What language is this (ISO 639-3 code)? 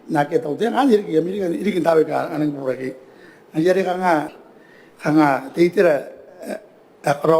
gil